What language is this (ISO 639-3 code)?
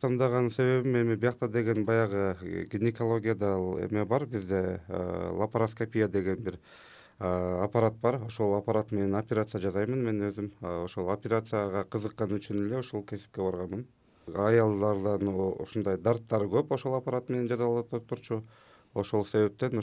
kir